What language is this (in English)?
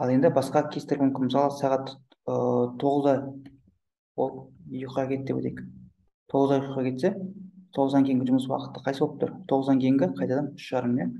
Kazakh